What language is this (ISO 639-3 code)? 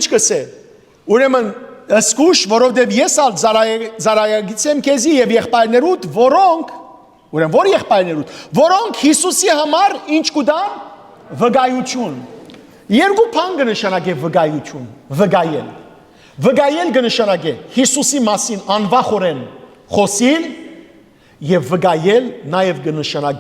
hyw